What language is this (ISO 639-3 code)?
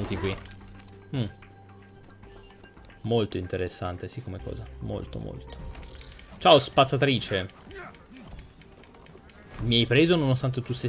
ita